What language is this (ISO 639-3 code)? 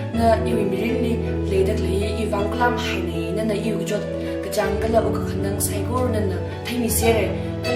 nmf